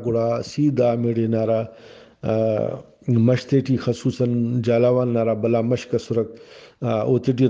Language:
Brahui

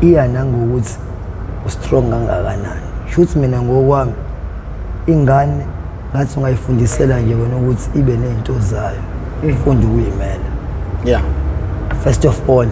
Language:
Zulu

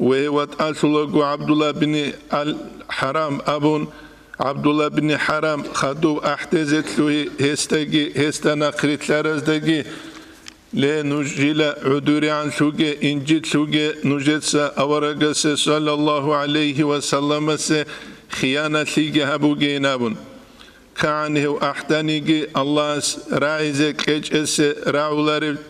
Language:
Avaric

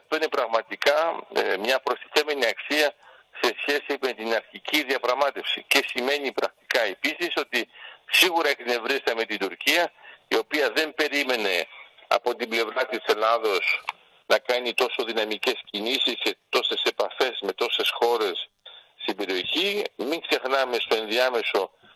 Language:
Greek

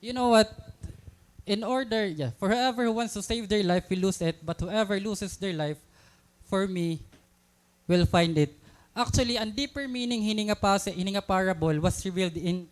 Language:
Waray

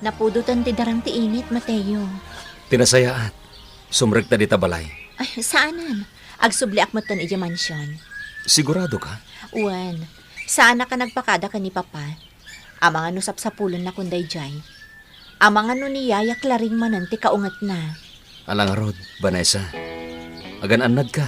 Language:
Iloko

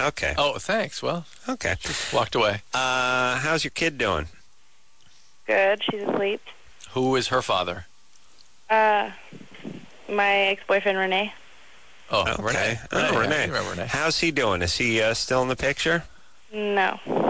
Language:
English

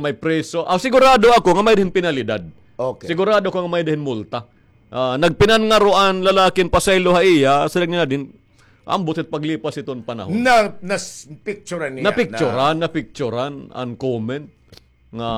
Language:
Waray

